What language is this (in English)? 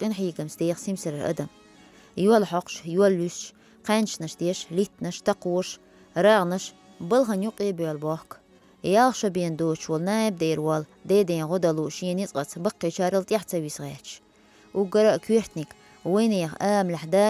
Chechen